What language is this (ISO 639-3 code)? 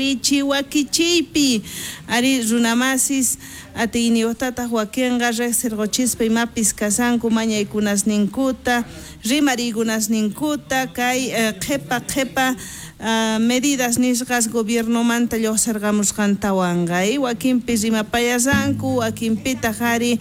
quh